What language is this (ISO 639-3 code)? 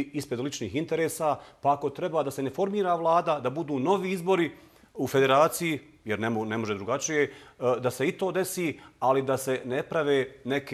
bos